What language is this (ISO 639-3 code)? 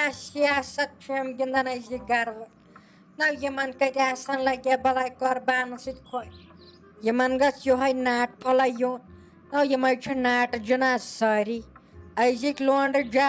kas